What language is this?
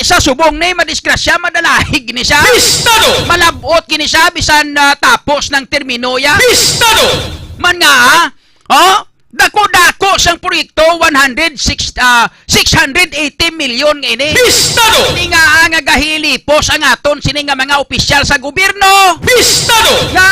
Hiligaynon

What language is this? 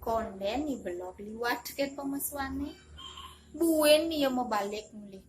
Balinese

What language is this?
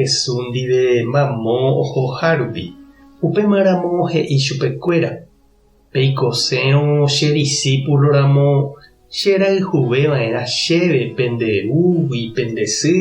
Guarani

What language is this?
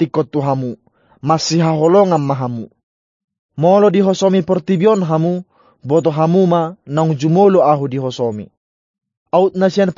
Batak Toba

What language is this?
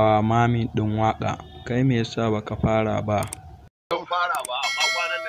Hausa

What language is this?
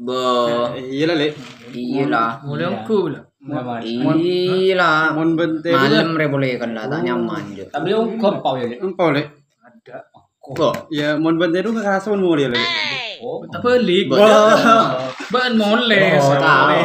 Madurese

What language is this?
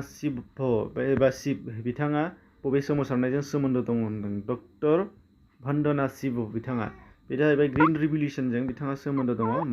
Bodo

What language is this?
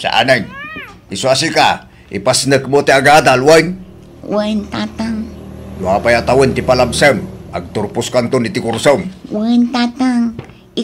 Iloko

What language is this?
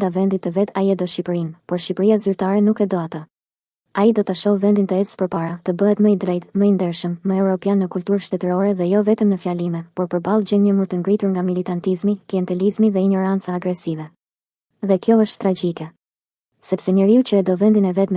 Albanian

